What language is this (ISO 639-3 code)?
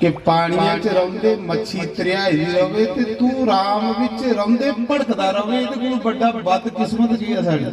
doi